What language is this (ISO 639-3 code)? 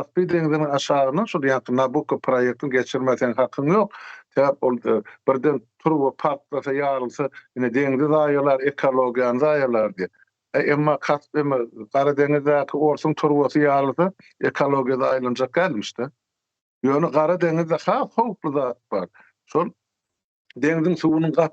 tuk